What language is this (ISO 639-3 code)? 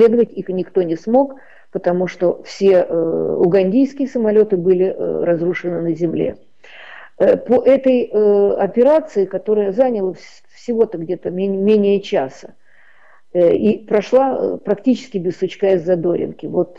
rus